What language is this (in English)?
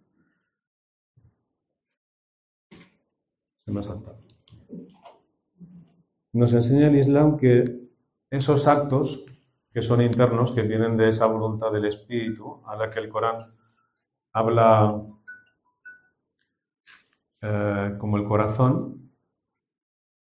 Spanish